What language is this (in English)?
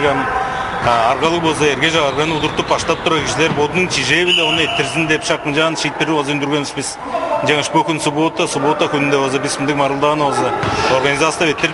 Tuvinian